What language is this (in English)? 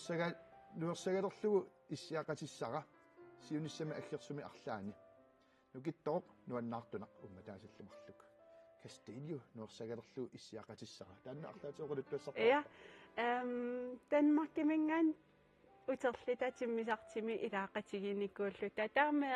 Kalaallisut